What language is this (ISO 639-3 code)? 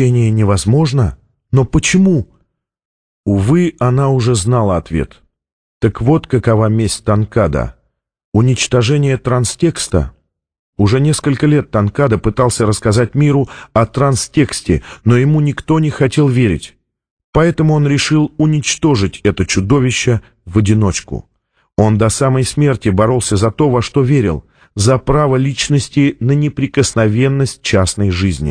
rus